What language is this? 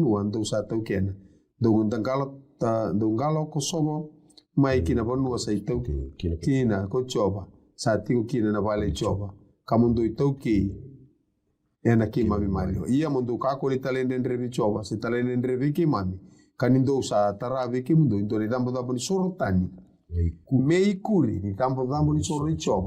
Fijian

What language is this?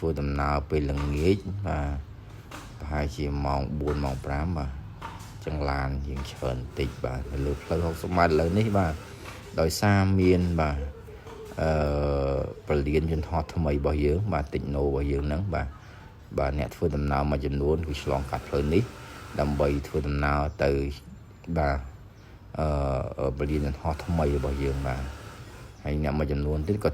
Khmer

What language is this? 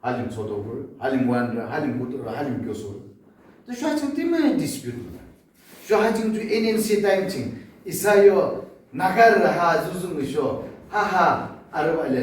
Yimchungru Naga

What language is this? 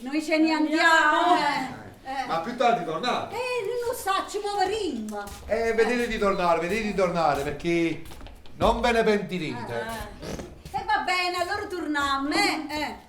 Neapolitan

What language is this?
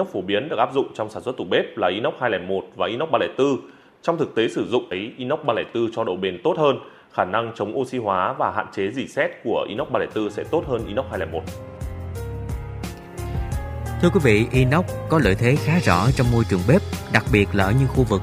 Vietnamese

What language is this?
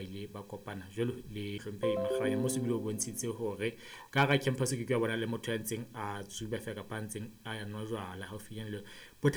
Southern Sotho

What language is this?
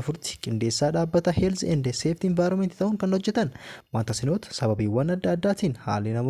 Oromo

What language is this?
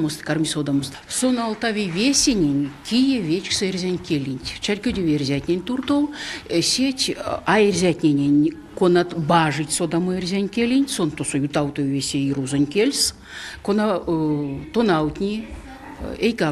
Erzya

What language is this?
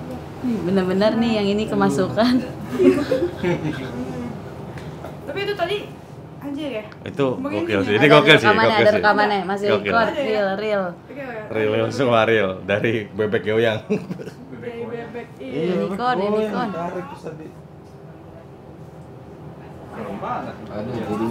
Indonesian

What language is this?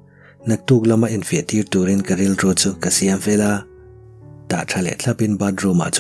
Mizo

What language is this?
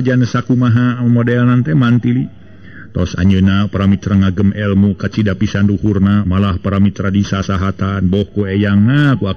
Sundanese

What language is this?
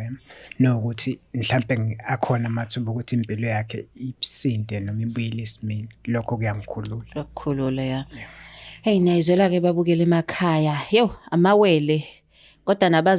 Zulu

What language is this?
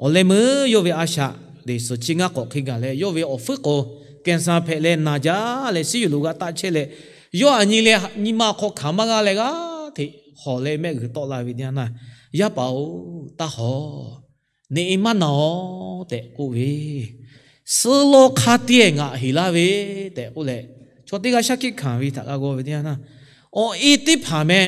Lahu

